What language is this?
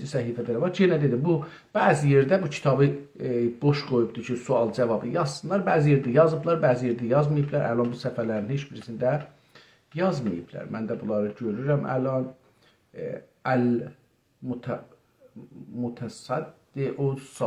South Azerbaijani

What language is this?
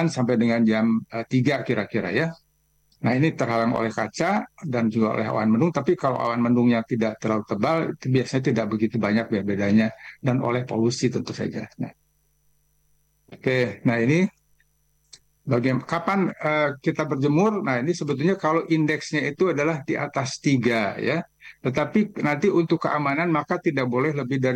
Indonesian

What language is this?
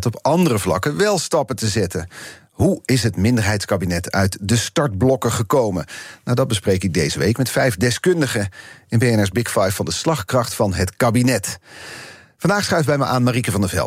Dutch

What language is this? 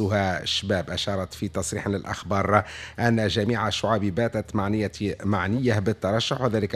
Tunisian Arabic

